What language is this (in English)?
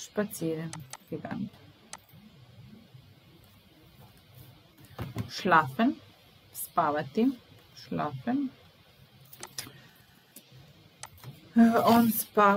Serbian